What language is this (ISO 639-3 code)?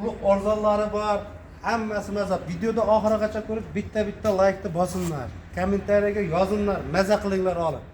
uzb